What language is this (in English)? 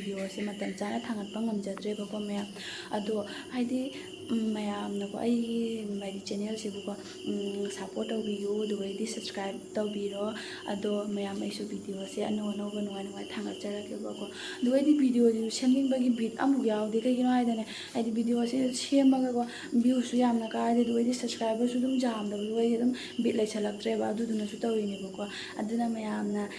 Manipuri